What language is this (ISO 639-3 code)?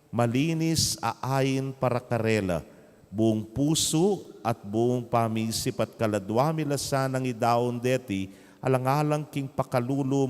pam